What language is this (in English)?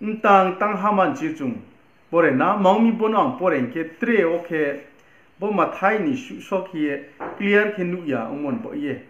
Riang (India)